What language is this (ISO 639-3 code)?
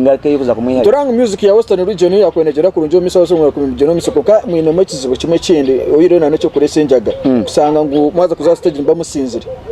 nyn